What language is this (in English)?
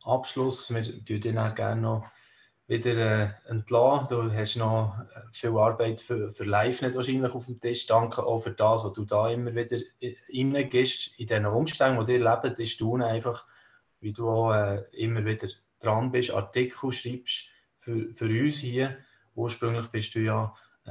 Swiss German